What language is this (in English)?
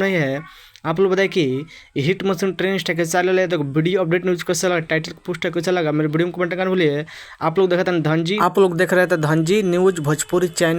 Bhojpuri